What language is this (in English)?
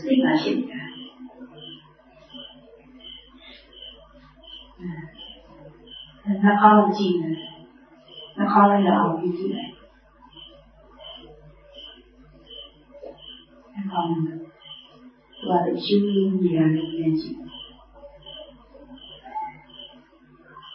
Burmese